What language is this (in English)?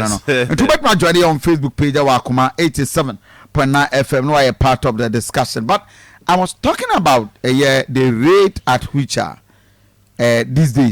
Akan